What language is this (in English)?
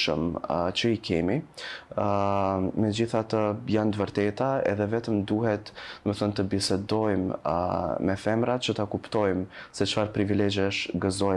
Albanian